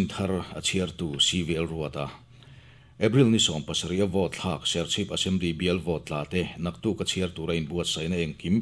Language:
Mizo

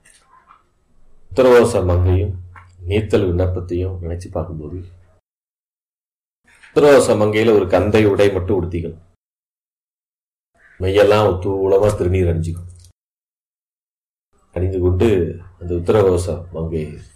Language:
Tamil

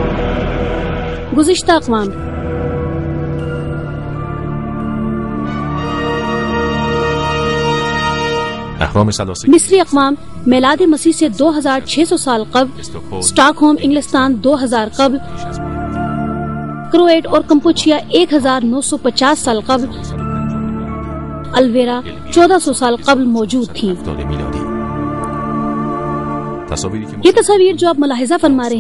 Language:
Urdu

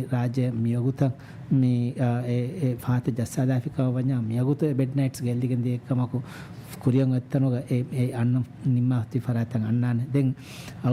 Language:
Divehi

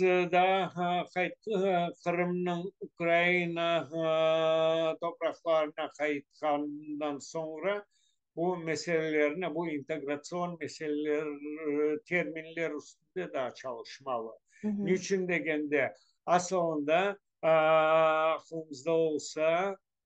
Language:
Crimean Tatar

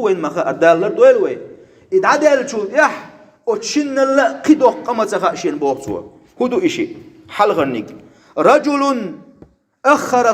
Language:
Chechen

